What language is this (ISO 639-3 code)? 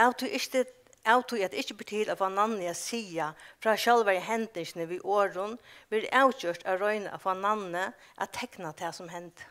fao